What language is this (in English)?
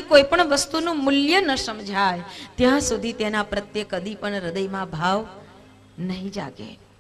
Gujarati